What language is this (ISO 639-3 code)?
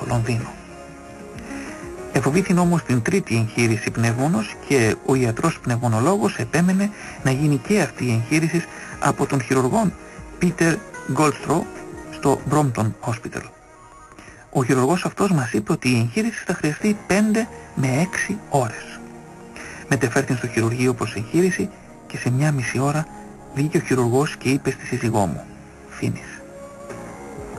ell